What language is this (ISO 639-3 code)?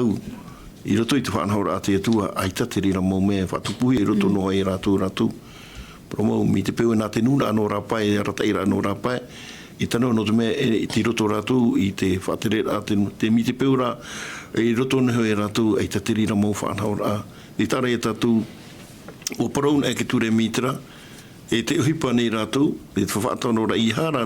tah